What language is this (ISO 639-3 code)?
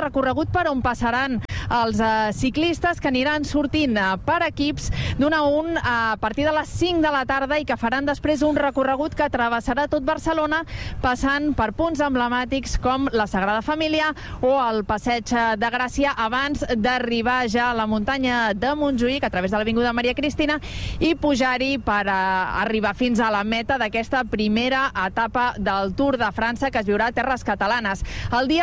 cat